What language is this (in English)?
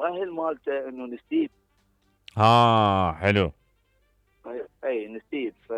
Mesopotamian Arabic